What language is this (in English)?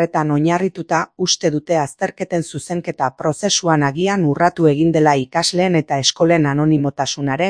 Basque